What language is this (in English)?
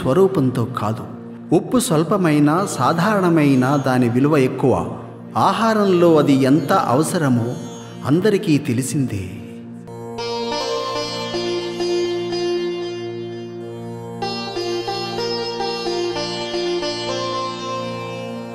Telugu